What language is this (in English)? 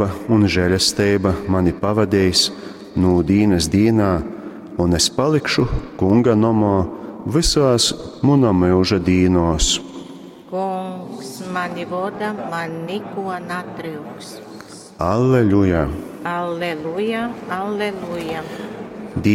Latgalian